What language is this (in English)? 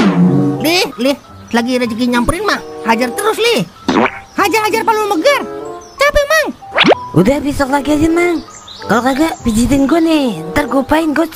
Betawi